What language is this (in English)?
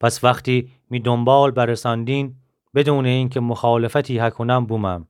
Gilaki